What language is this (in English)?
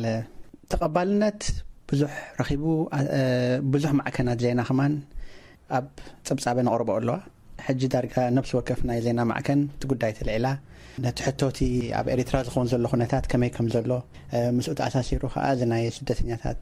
Tigrinya